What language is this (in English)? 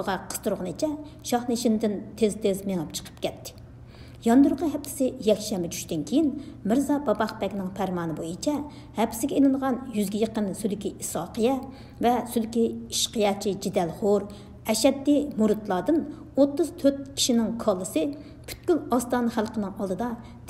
Uyghur